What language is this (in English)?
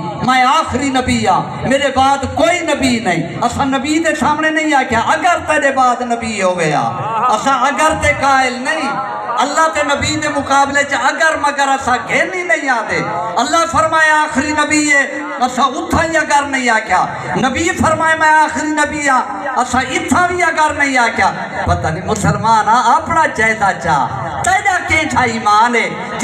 Saraiki